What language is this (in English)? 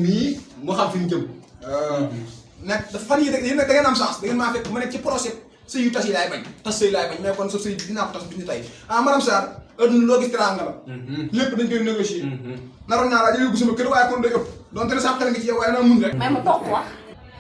Wolof